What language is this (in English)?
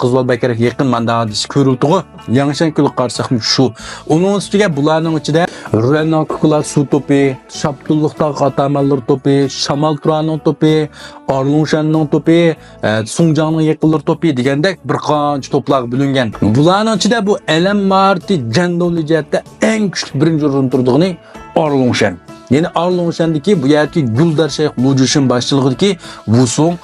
Uyghur